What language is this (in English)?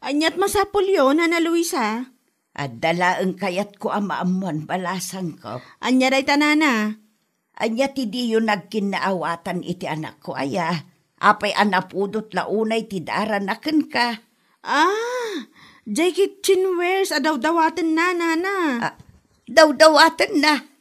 Iloko